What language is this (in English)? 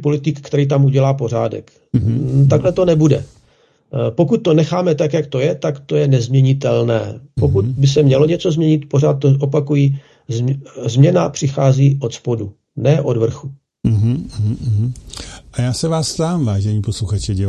Czech